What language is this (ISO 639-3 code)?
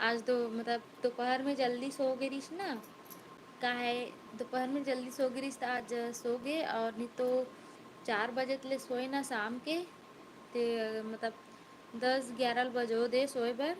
hne